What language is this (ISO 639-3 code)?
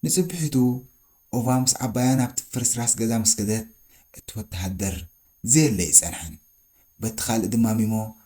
tir